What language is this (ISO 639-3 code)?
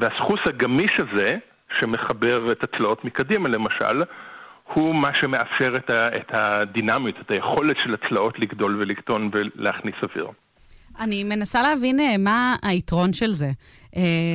heb